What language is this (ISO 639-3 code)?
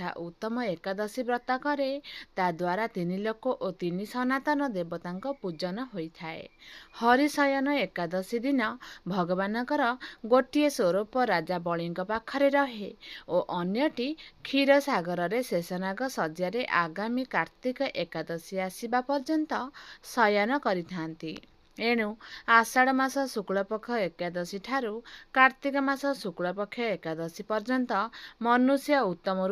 ori